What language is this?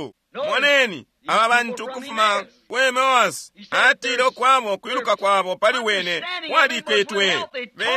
Bemba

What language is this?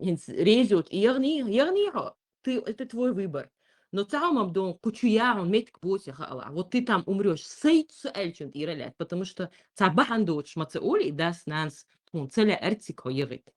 Chechen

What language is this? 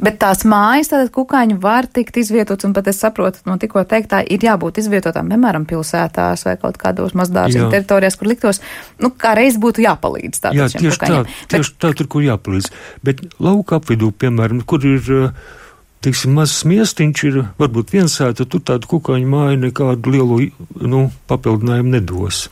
Latvian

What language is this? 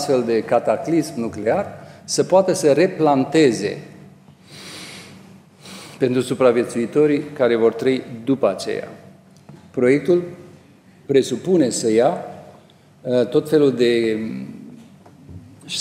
Romanian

